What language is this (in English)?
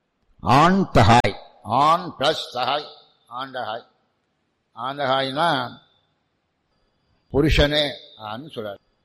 Tamil